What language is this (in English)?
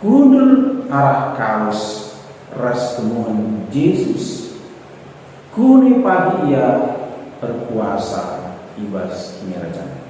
Batak Karo